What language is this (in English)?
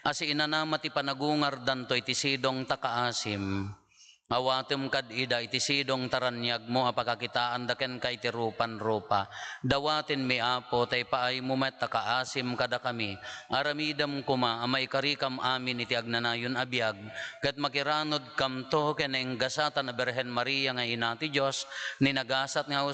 Iloko